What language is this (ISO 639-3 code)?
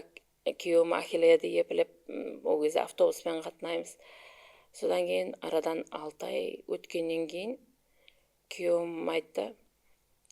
kaa